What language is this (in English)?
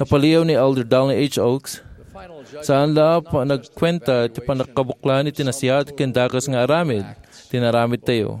Iloko